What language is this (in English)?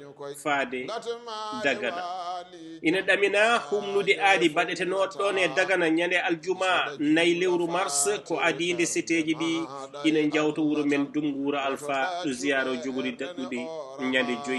Fula